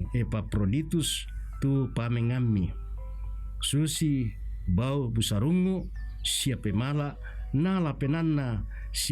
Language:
Toraja-Sa'dan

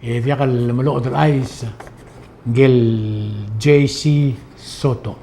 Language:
Palauan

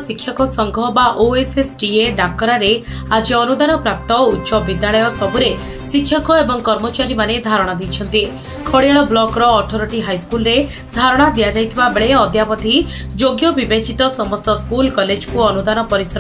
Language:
Odia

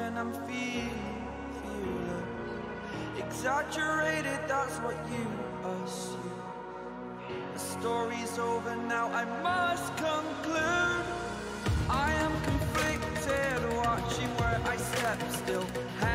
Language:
English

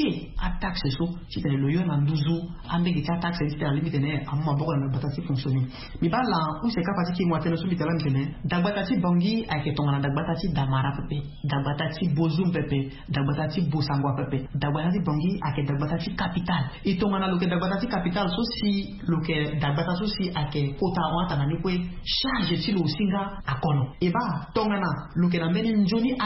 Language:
Sango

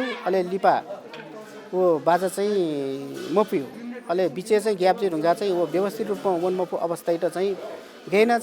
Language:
Newari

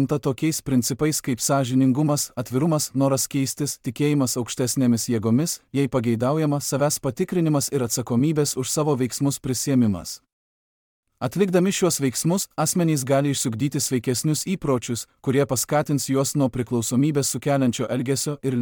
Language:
Lithuanian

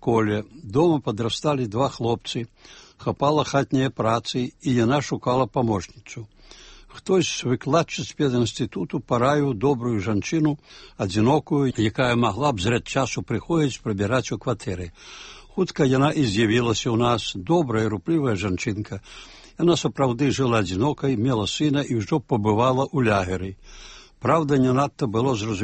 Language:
Belarusian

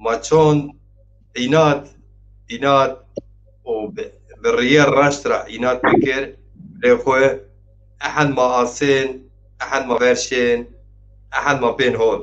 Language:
Zaza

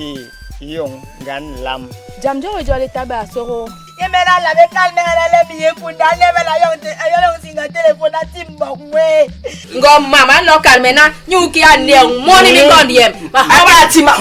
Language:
Basaa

